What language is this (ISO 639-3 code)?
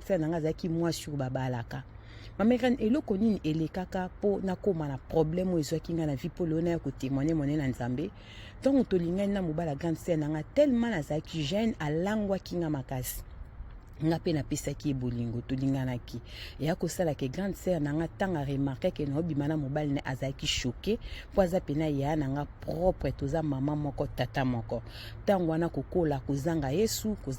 lin